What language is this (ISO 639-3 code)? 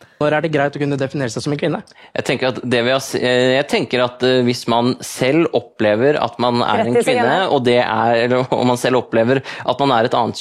nor